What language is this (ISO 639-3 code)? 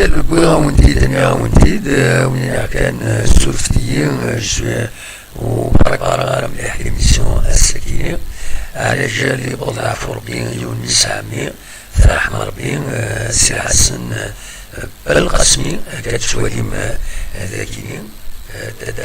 kab